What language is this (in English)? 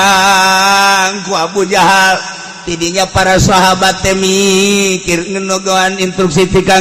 Sundanese